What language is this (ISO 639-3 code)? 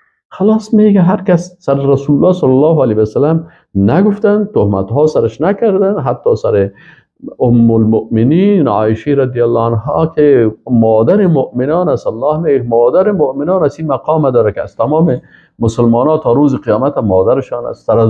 fas